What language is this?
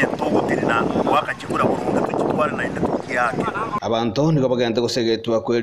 Gusii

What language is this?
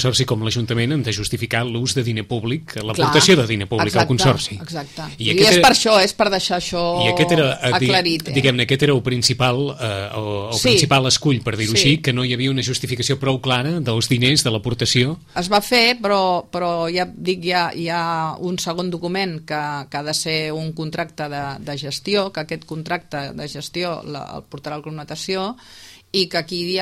Catalan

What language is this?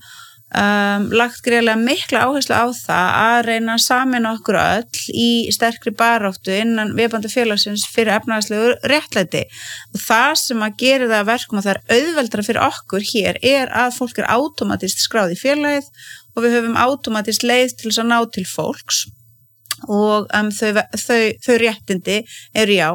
Icelandic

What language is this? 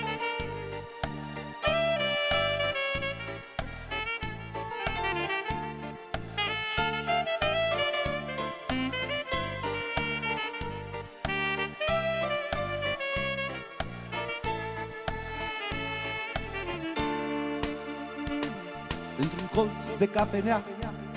Romanian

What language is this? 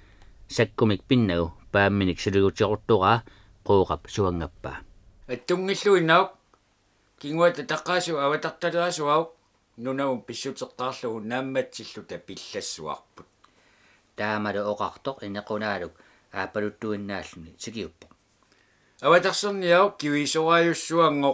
Kalaallisut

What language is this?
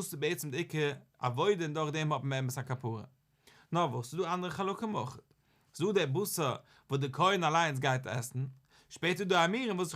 Yiddish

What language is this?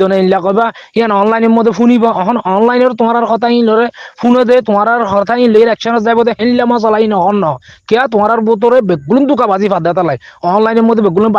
Rohingya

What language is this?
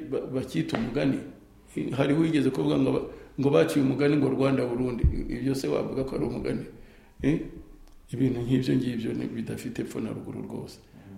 Kinyarwanda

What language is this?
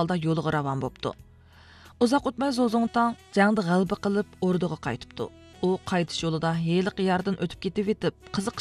Uyghur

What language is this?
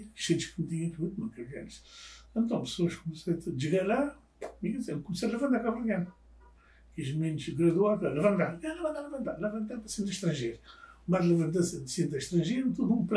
Kabuverdianu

